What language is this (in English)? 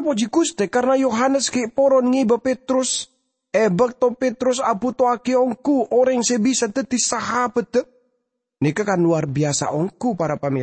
Madurese